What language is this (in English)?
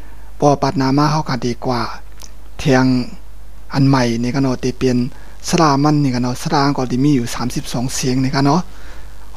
Shan